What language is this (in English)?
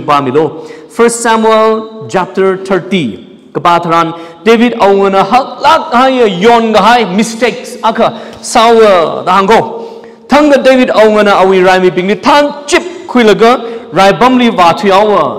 Tangkhul Naga (India)